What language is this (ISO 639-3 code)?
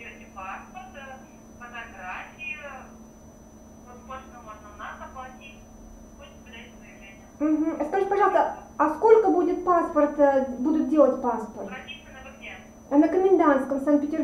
rus